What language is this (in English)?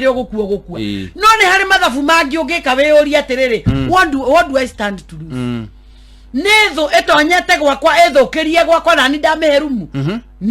Kikuyu